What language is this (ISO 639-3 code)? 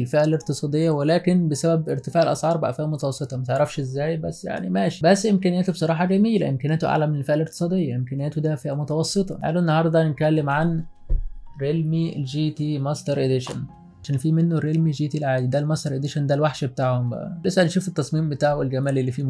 arz